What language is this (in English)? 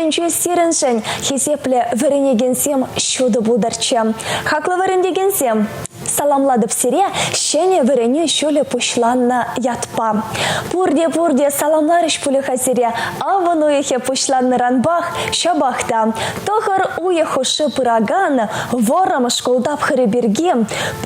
Chuvash